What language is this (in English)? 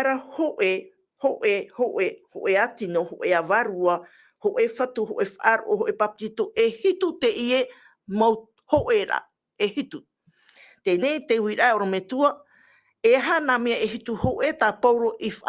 Tahitian